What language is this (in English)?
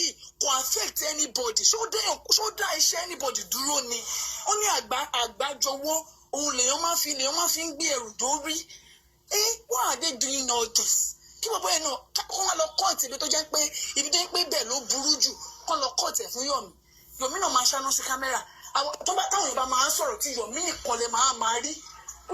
Yoruba